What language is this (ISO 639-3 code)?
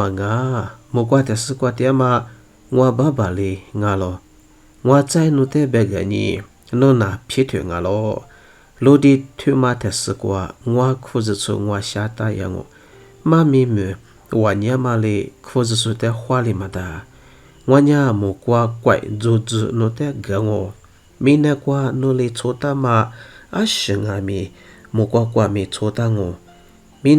lis